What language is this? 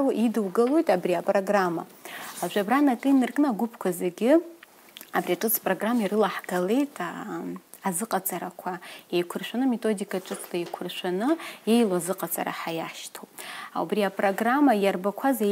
Abkhazian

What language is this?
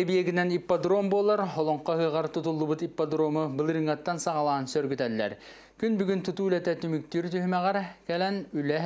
Yakut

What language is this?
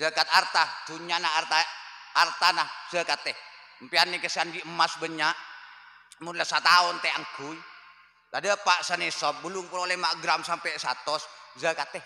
Madurese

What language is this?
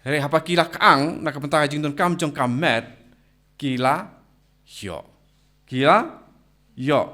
Khasi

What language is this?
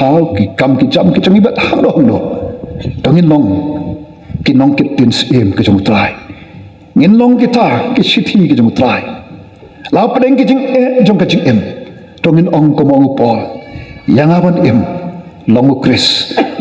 Khasi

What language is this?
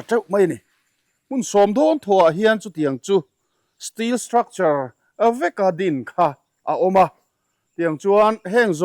Mizo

